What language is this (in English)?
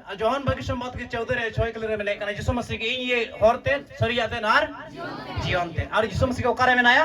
Santali